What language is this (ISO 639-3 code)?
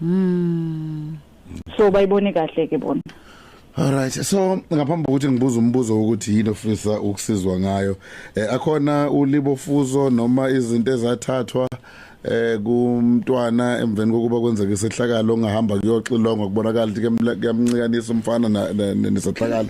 zul